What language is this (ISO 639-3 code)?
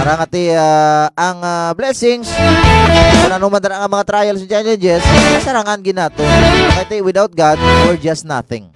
hil